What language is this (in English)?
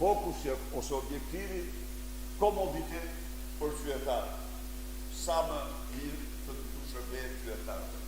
Albanian